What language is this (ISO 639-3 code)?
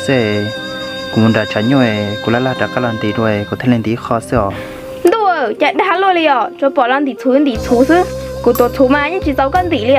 hmn